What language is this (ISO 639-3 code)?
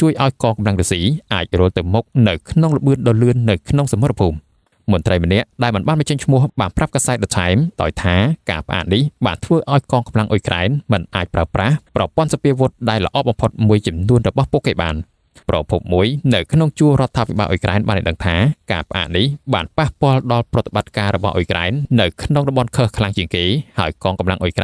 khm